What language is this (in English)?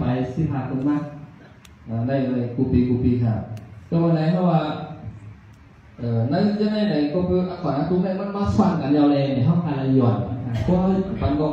Thai